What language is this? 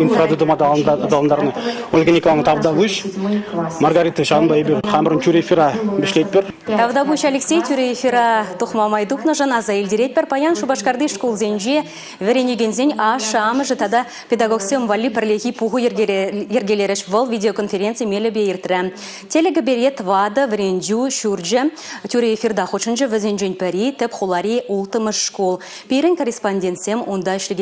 Chuvash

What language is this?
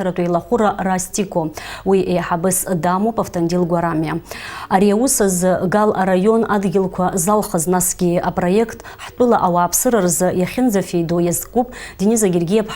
Abkhazian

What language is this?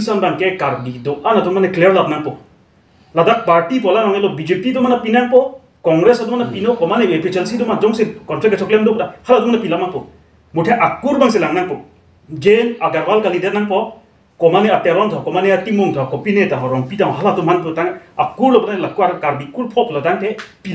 Karbi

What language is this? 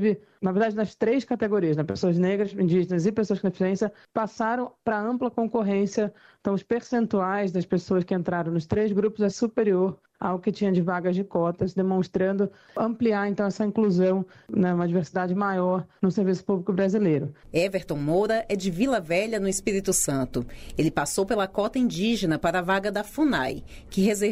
Portuguese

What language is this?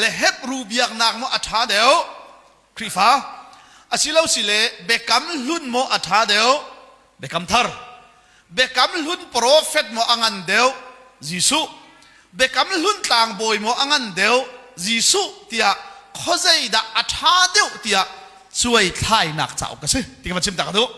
Hakha Chin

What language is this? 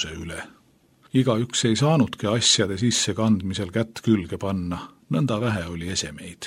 Estonian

